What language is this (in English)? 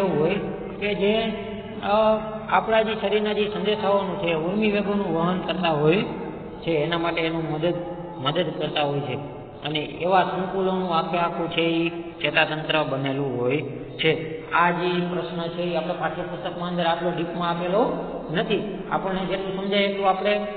Gujarati